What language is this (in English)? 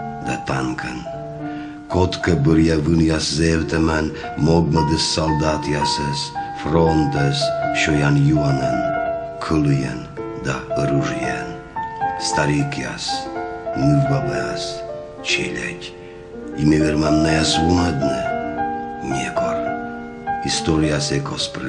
Komi